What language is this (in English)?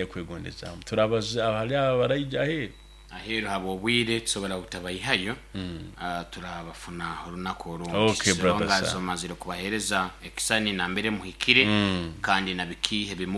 Nyoro